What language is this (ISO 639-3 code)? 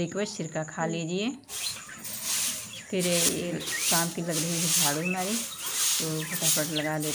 hin